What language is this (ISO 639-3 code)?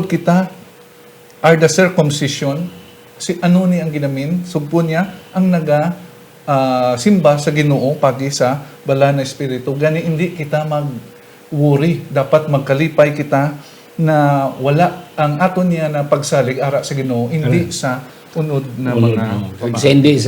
hil